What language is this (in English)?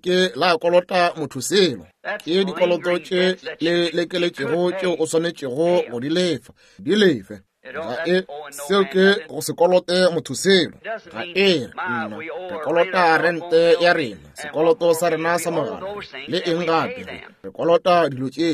Northern Sotho